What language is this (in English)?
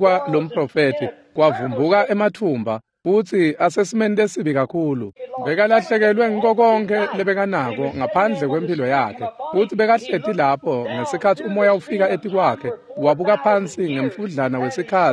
Swati